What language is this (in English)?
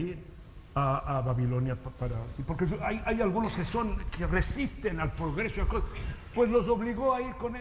Ladino